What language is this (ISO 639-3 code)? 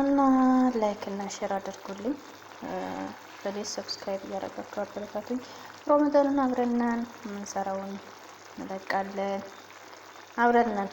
amh